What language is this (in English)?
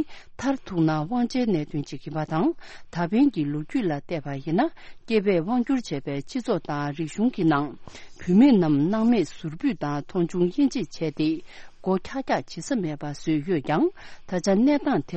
Tibetan